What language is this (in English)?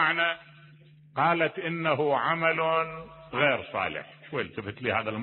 Mesopotamian Arabic